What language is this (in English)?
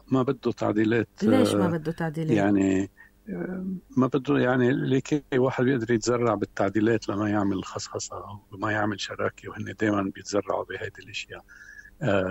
North Levantine Arabic